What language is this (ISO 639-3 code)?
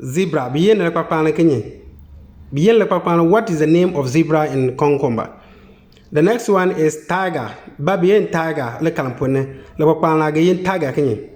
xon